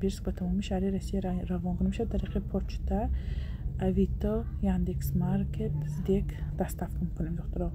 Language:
Tajik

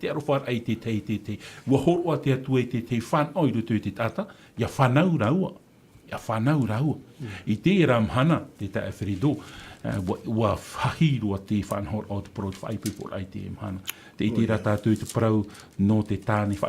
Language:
Tahitian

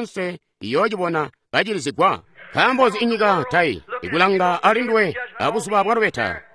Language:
Tonga (Zambia)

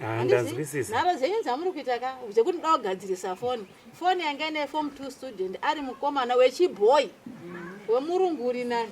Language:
Shona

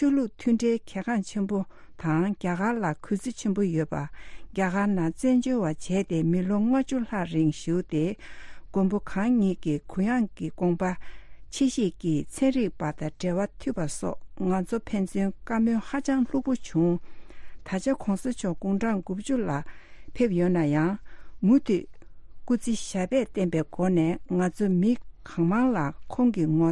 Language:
Tibetan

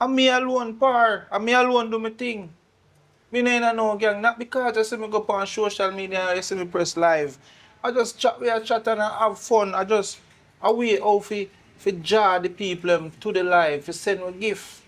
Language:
Jamaican Creole English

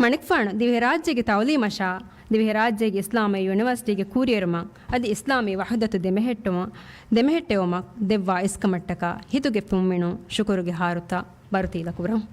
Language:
Divehi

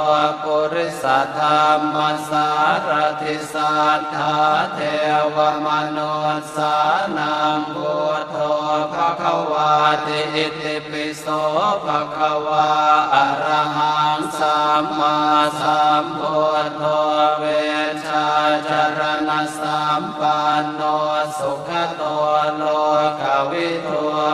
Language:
Pali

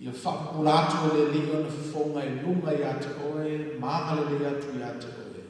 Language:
Samoan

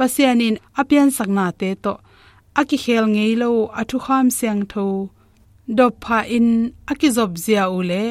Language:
Tedim Chin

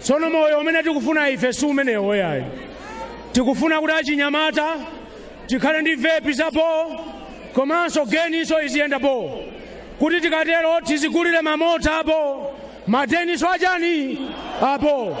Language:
Nyanja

